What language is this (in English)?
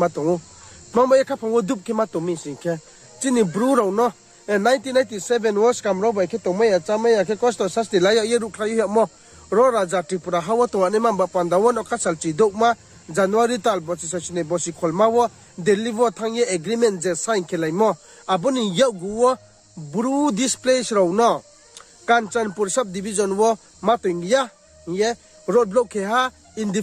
Riang (India)